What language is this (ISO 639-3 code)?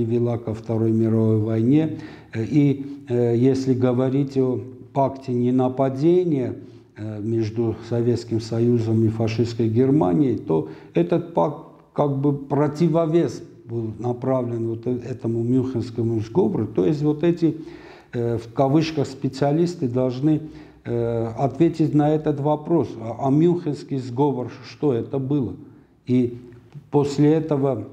rus